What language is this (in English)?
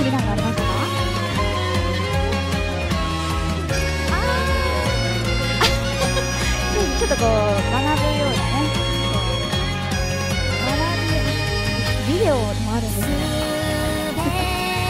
Japanese